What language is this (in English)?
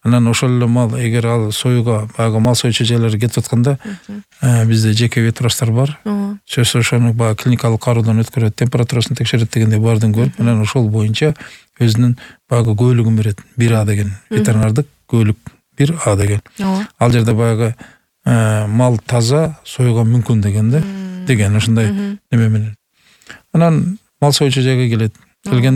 Kyrgyz